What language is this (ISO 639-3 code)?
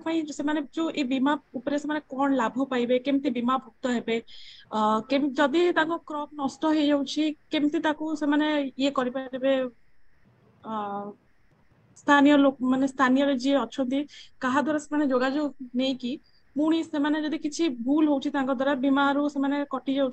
ori